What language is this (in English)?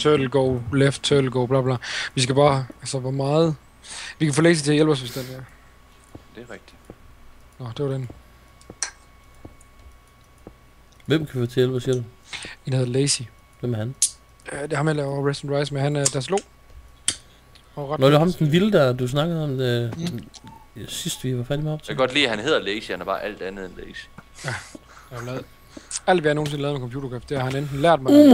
Danish